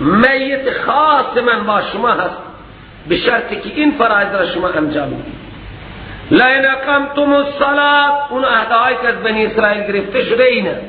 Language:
Persian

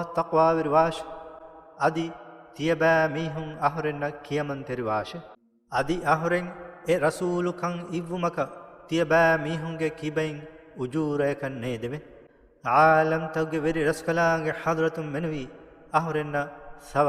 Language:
Divehi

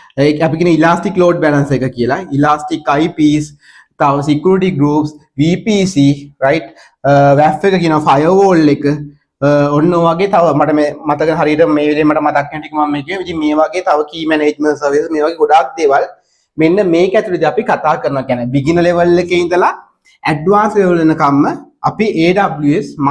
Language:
Sinhala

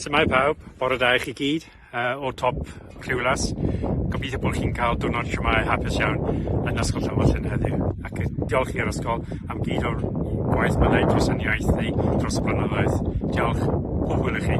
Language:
Welsh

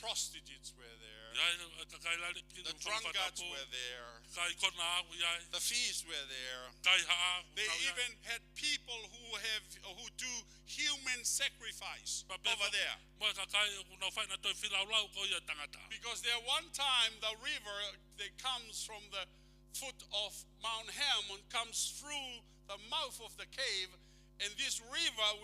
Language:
Tongan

